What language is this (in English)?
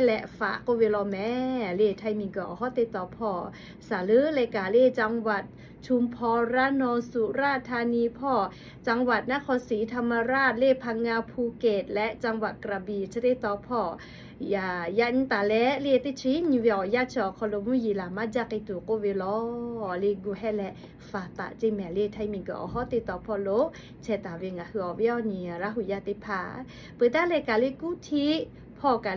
Lahu